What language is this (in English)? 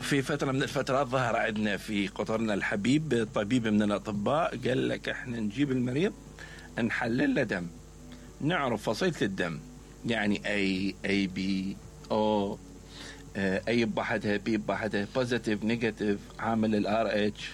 Mesopotamian Arabic